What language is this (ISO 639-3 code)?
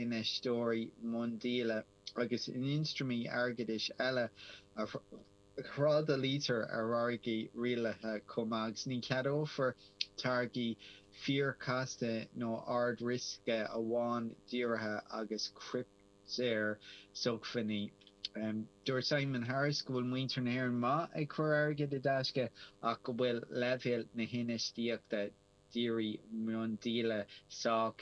gle